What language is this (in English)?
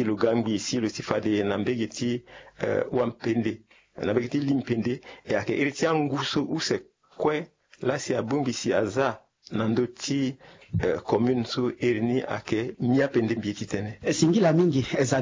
Sango